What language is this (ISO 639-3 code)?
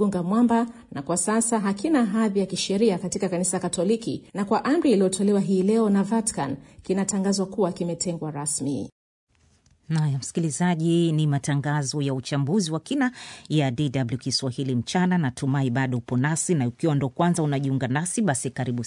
swa